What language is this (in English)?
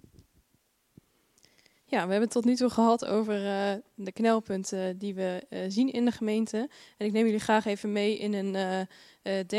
Dutch